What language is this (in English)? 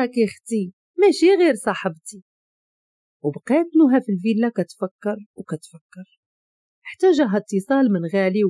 Moroccan Arabic